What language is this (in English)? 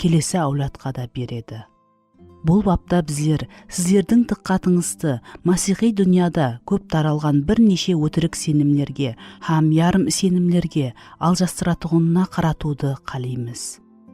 Kara-Kalpak